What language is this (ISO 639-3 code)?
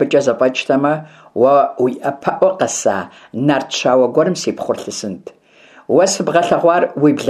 kbd